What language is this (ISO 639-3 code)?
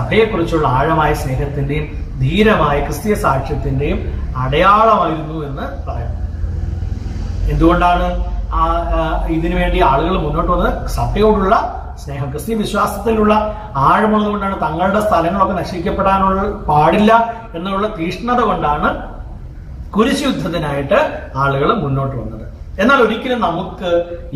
mal